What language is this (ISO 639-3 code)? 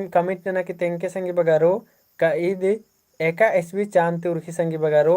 kru